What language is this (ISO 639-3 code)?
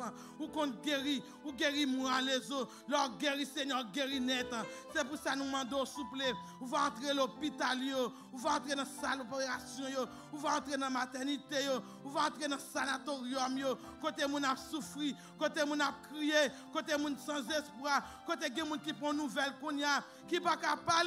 fra